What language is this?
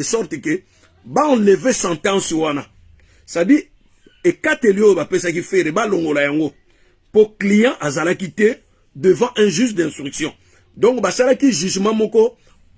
Lingala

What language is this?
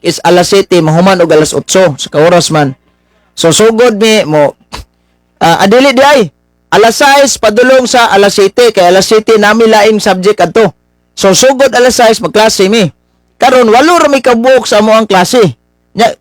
Cebuano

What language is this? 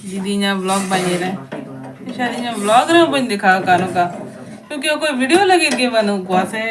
Santali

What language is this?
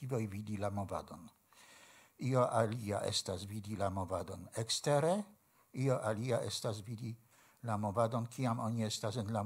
Esperanto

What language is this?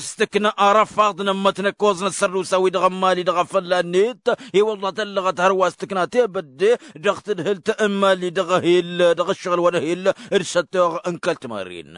Tamasheq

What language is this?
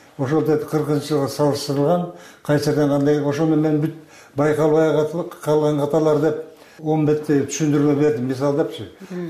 Kyrgyz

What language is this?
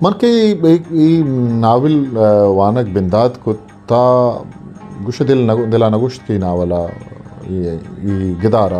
Eastern Balochi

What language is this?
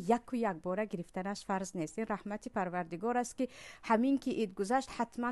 Tajik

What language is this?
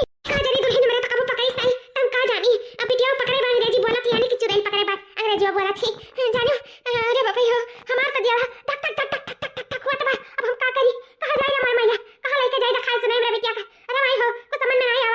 Awadhi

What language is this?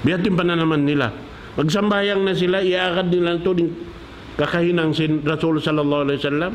Tausug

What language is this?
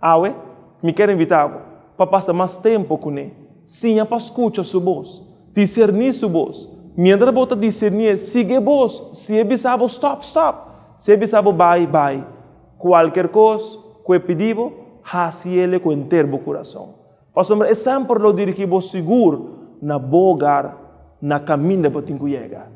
Papiamento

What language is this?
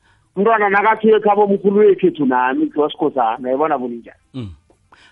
South Ndebele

